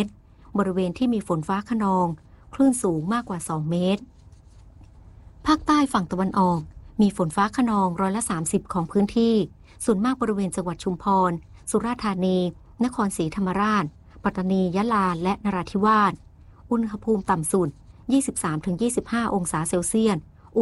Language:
Thai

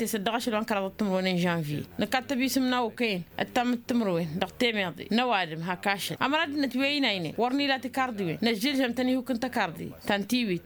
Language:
Tamasheq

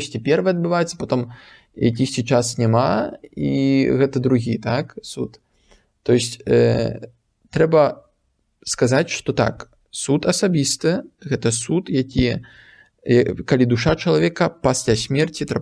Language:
Belarusian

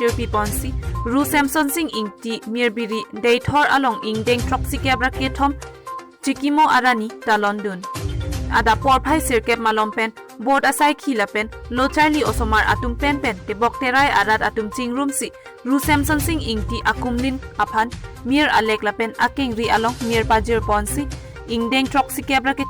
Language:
Karbi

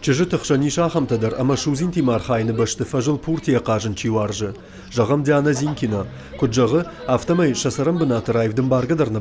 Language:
Ossetic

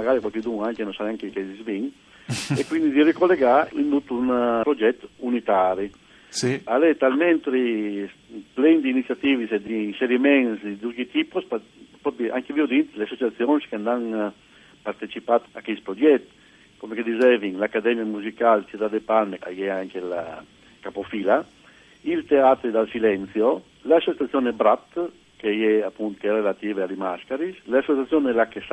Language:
Friulian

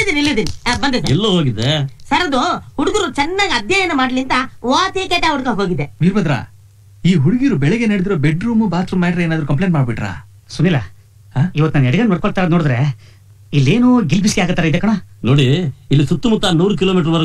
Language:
Kannada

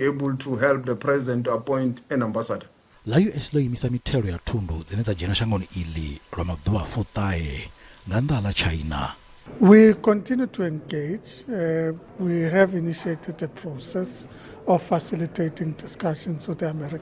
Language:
Venda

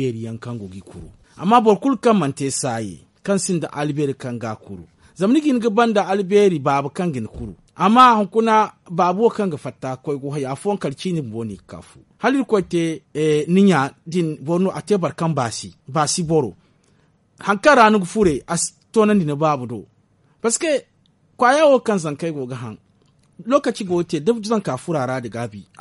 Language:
Zarma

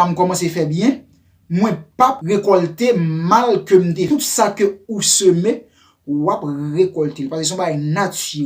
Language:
Haitian Creole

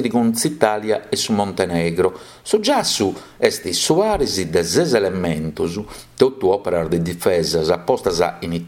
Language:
Sardinian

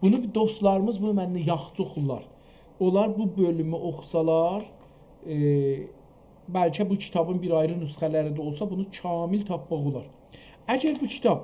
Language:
South Azerbaijani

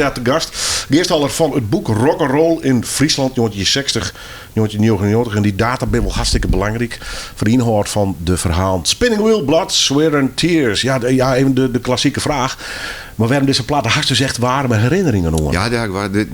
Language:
Western Frisian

